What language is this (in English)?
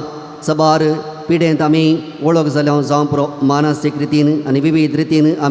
Konkani